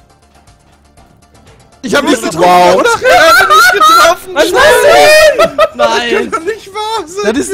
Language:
German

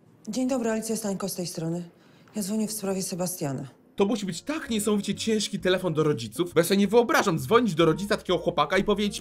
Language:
Polish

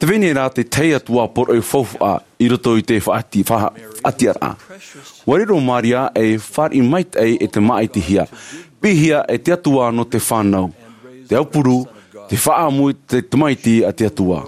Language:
Tahitian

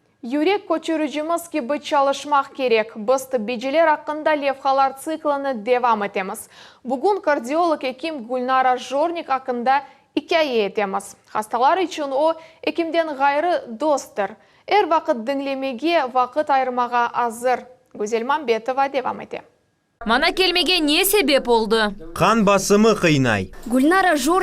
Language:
Crimean Tatar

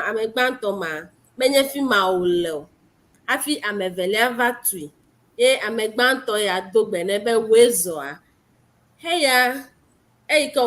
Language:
Ewe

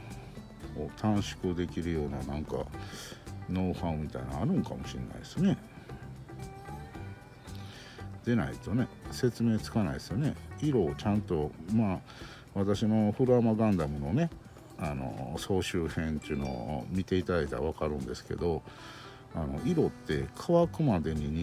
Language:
Japanese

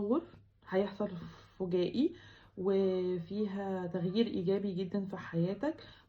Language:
Egyptian Arabic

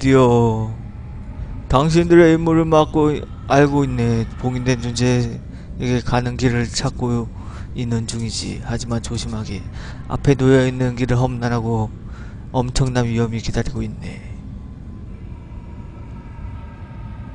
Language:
Korean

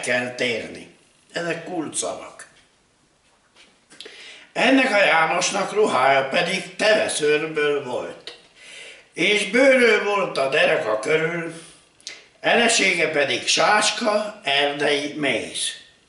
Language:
Hungarian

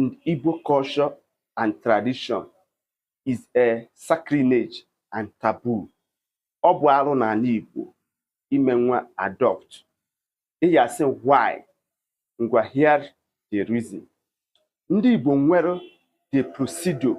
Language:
Igbo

